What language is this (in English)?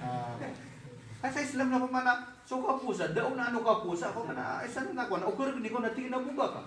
Maranao